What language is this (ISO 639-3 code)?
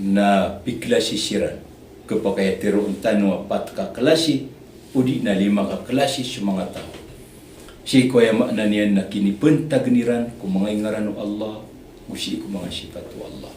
mrw